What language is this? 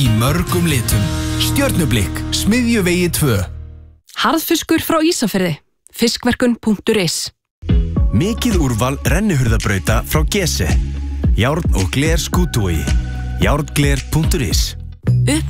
Icelandic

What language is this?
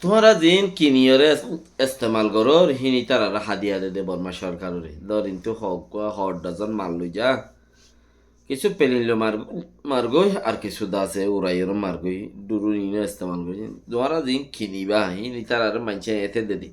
Rohingya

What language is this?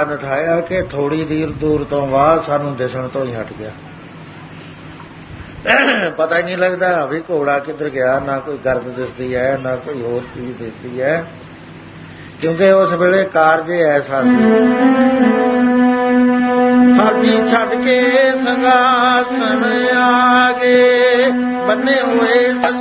Punjabi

